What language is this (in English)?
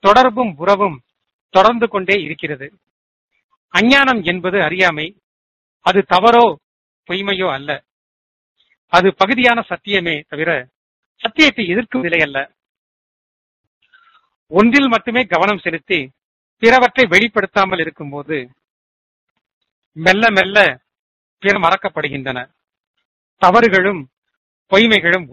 Tamil